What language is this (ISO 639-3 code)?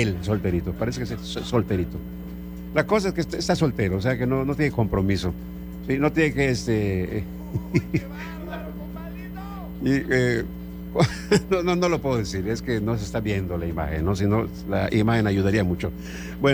spa